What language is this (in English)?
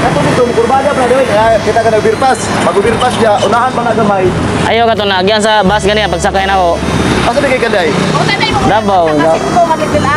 Cebuano